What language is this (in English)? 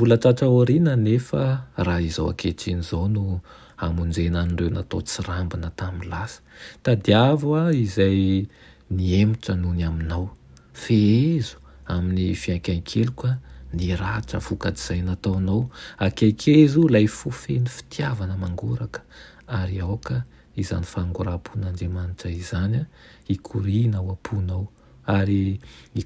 Malagasy